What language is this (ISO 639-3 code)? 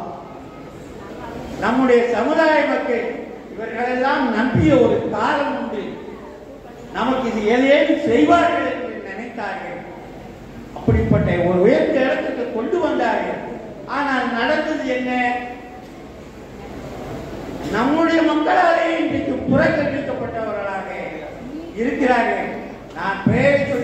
tam